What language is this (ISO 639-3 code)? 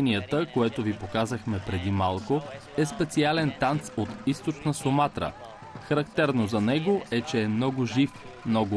bul